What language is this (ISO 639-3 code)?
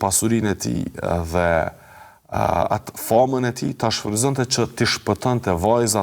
sqi